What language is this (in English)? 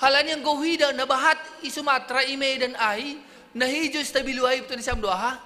Batak Simalungun